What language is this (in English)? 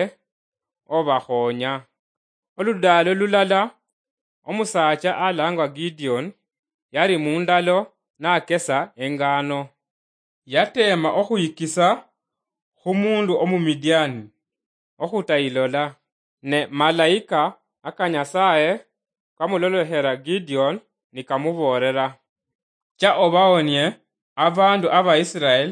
Luyia